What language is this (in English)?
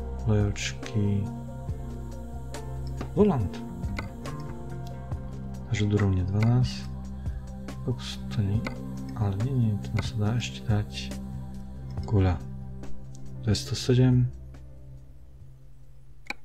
Slovak